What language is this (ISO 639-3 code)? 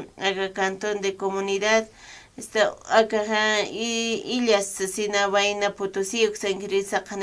aym